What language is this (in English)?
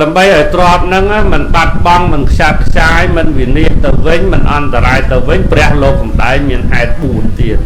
Khmer